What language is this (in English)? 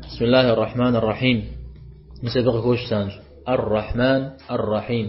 Kabardian